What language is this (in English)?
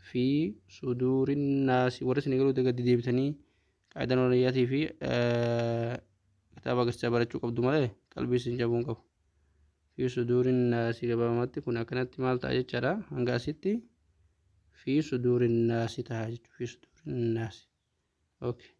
Oromo